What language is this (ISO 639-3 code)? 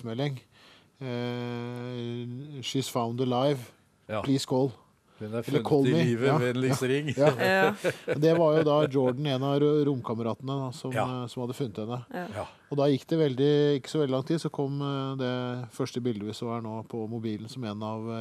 nor